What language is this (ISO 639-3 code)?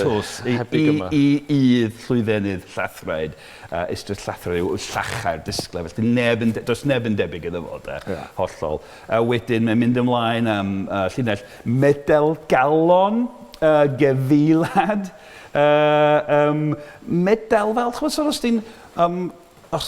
cym